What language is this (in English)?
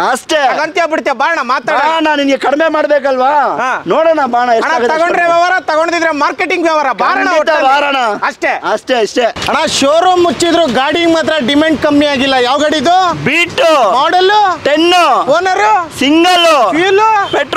Kannada